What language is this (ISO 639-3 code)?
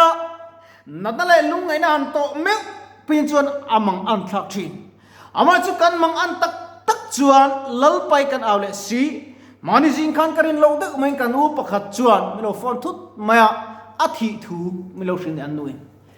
lus